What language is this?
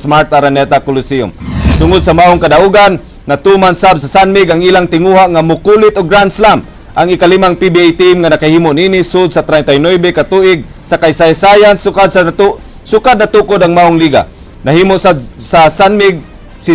Cebuano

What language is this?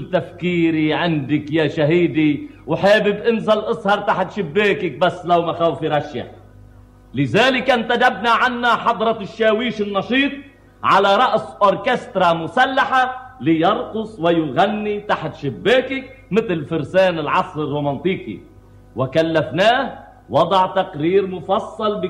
North Levantine Arabic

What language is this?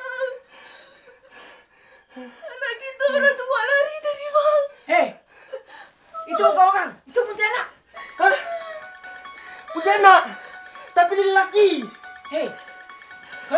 Malay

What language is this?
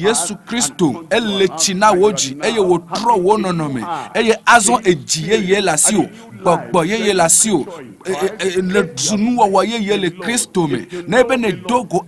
Ewe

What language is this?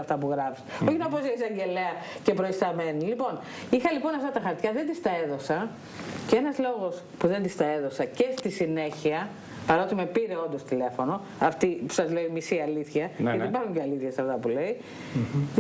Greek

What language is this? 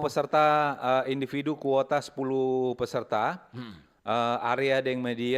Manado Malay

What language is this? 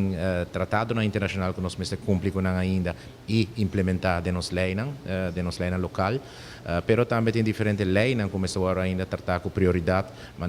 Papiamento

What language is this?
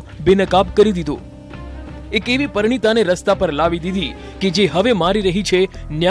Gujarati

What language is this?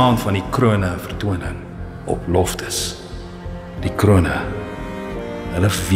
Afrikaans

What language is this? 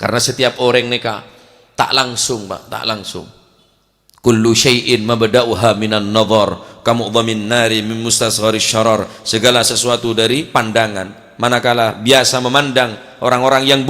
Madurese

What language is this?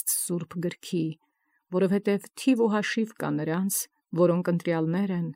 Armenian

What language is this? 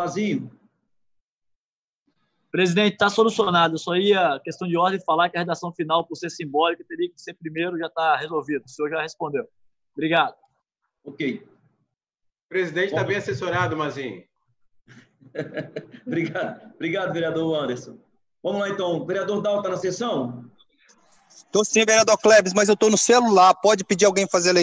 Portuguese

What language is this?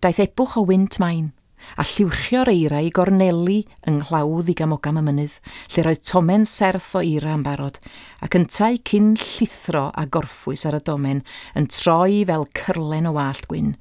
Welsh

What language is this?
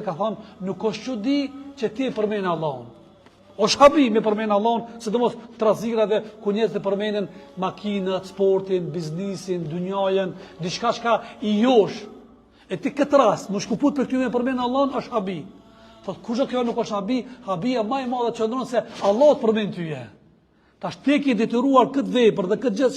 Albanian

